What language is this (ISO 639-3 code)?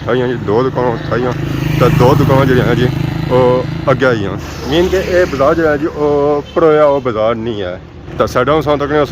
phr